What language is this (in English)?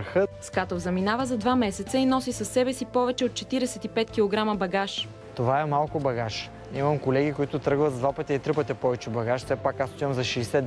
Bulgarian